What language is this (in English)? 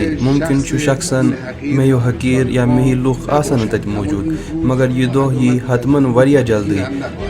Kashmiri